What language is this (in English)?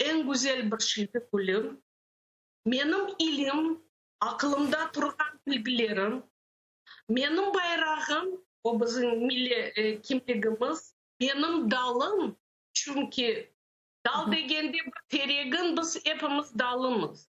Crimean Tatar